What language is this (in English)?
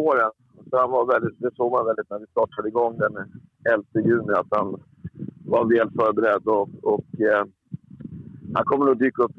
Swedish